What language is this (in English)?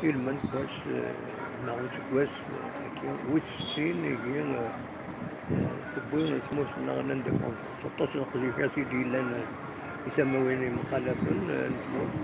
Kabyle